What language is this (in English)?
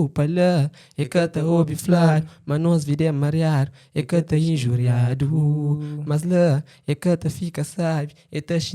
Kabuverdianu